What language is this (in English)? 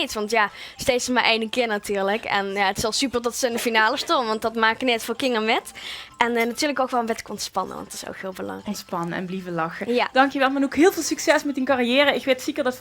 Limburgish